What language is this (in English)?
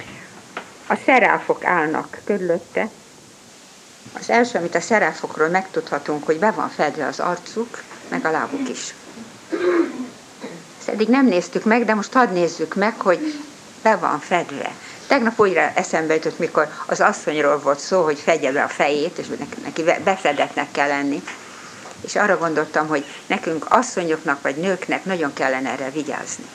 Hungarian